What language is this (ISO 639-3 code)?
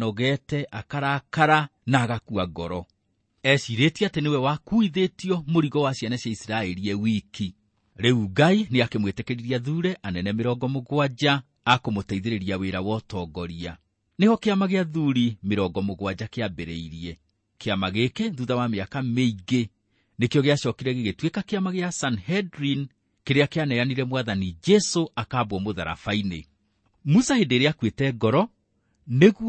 kik